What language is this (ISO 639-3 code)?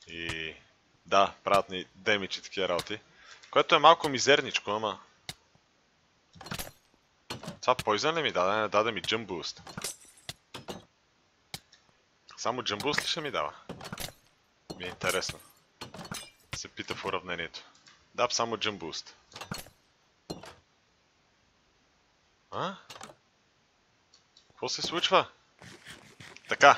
bul